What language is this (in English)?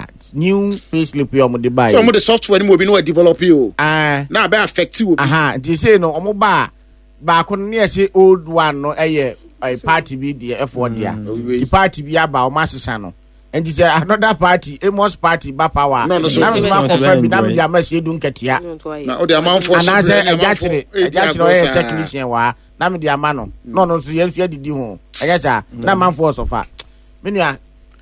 Akan